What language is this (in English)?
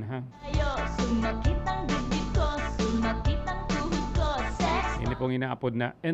Bikol